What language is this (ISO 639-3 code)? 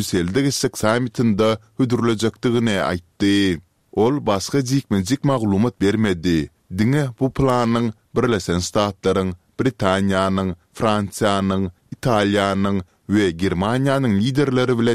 tuk